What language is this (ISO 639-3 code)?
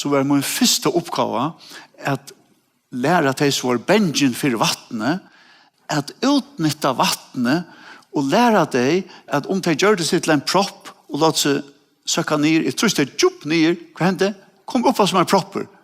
fao